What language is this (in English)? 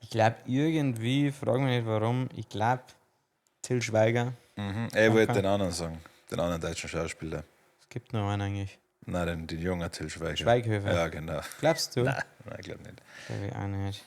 Bavarian